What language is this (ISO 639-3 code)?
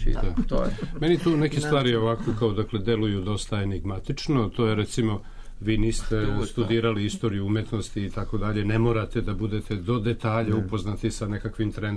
srp